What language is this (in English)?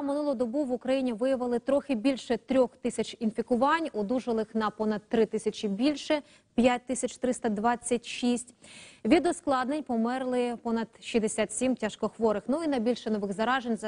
Ukrainian